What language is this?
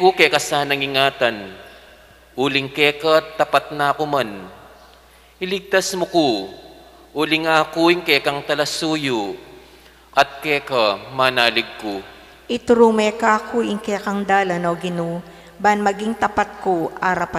Pampanga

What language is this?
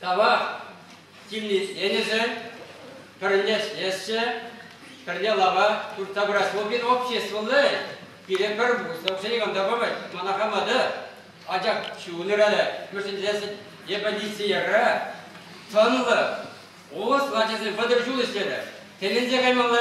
Chuvash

